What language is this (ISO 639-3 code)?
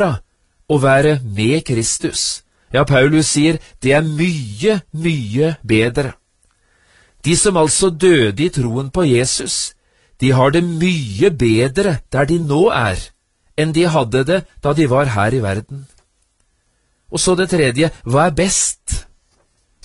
nor